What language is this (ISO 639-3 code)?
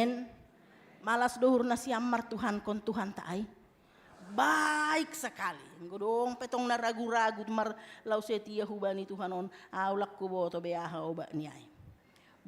bts